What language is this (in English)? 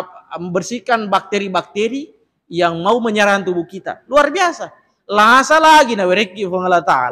Buginese